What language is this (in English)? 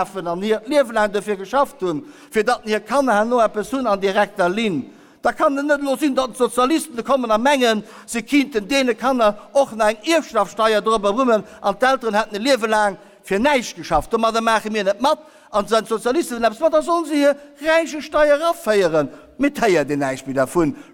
Luxembourgish